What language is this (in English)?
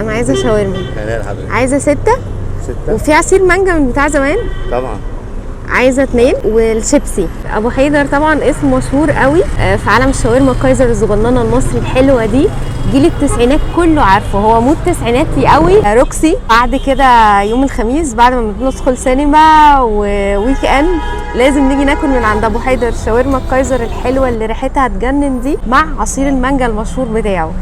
Egyptian Arabic